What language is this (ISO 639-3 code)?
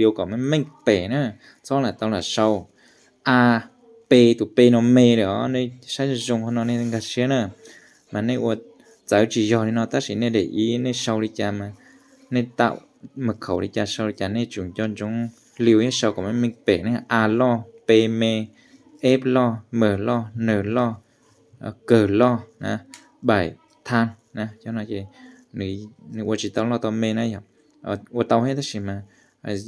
hmn